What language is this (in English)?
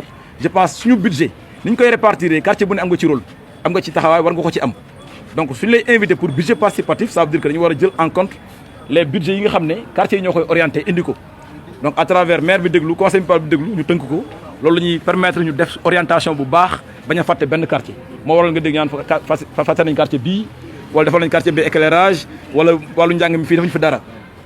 Wolof